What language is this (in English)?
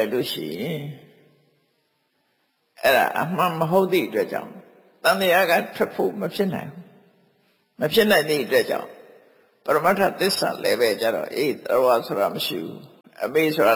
Burmese